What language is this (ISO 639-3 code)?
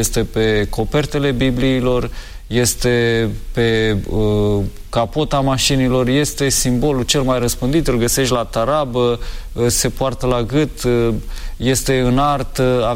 ron